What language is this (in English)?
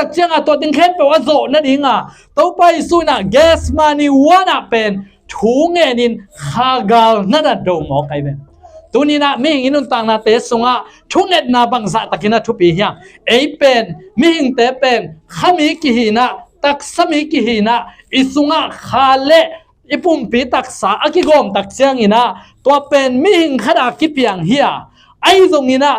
Tedim Chin